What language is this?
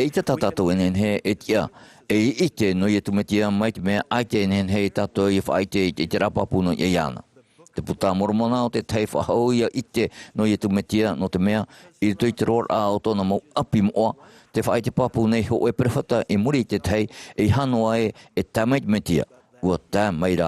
Tahitian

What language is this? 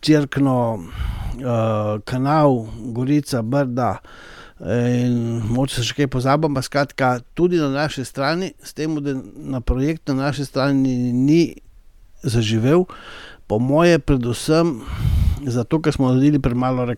Slovenian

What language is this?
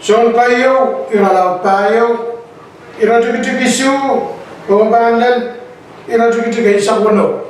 Pohnpeian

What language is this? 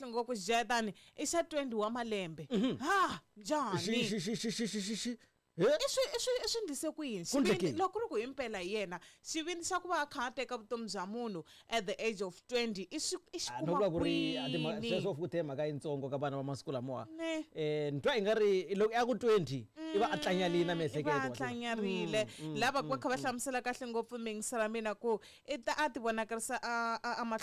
Tsonga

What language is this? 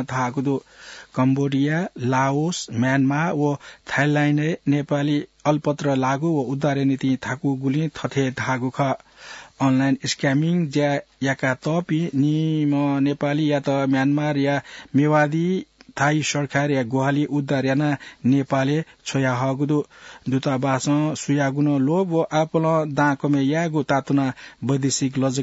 Newari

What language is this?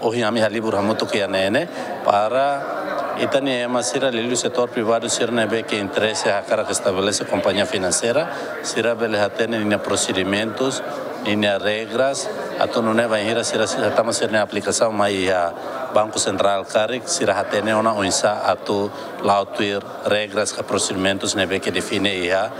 Tetum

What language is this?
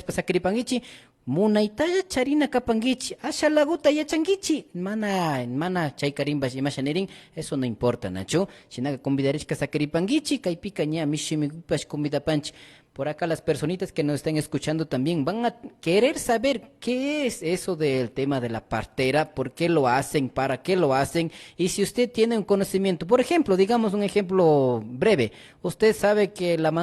Imbabura Highland Quichua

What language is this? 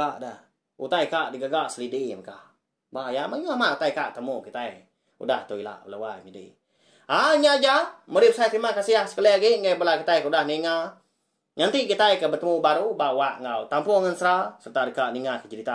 Iban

